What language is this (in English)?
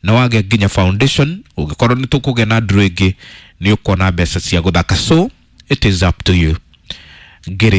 Kikuyu